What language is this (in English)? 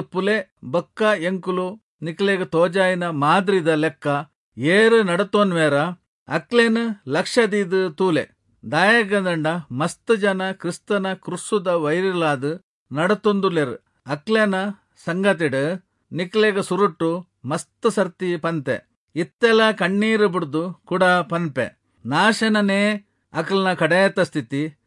Tulu